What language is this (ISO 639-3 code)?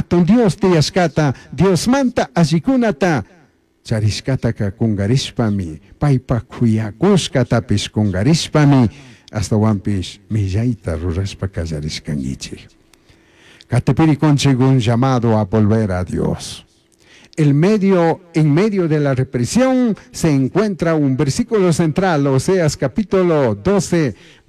qug